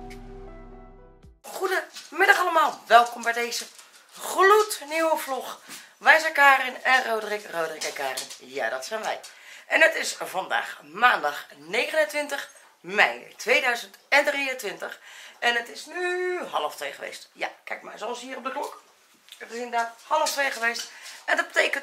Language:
Dutch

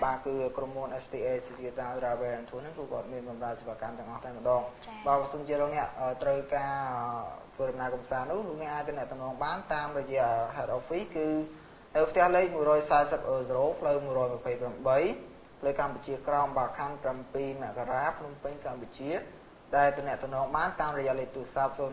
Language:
Khmer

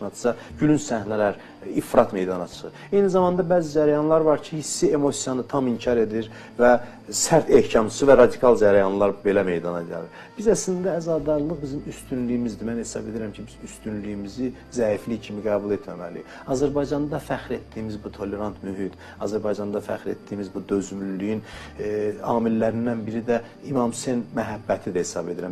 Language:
Azerbaijani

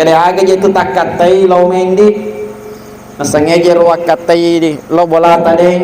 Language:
Buginese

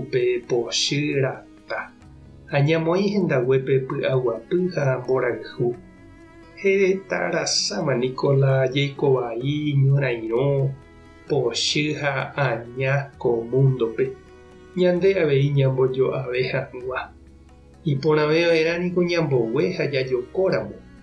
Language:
Guarani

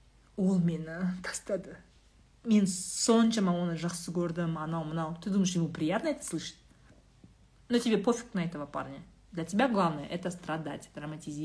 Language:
Kazakh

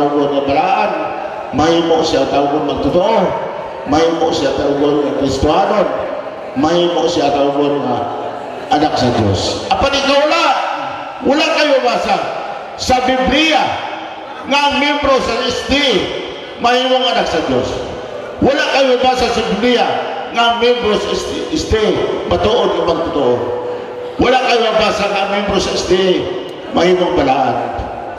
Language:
Cebuano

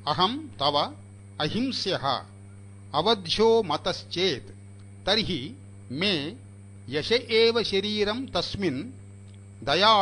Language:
Sanskrit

